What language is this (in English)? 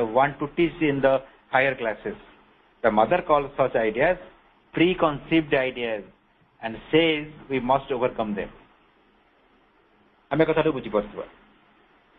Odia